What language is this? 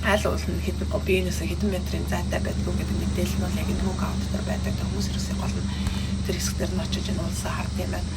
Mongolian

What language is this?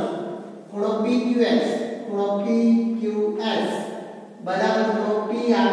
Gujarati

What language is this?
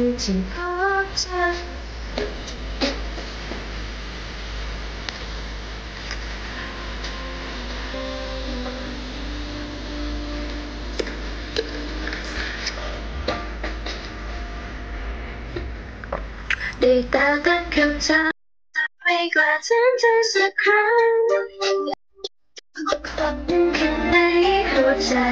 Thai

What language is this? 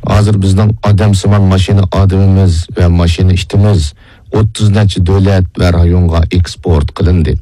Uyghur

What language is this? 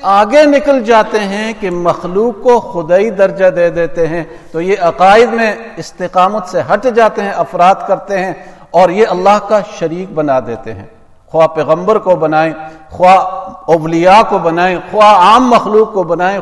Urdu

